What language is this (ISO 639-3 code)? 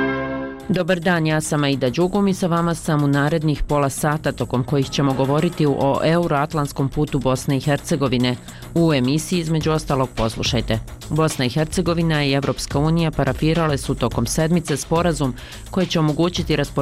bos